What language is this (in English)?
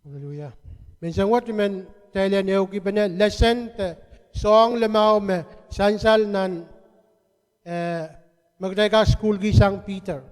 Pohnpeian